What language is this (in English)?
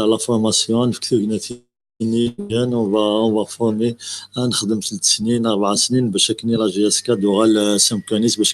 Kabyle